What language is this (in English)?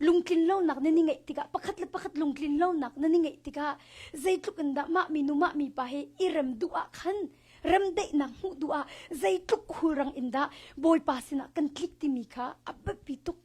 Hakha Chin